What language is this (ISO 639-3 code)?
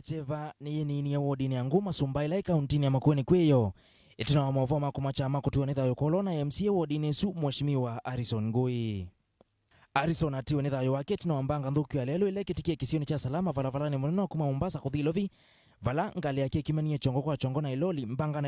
kam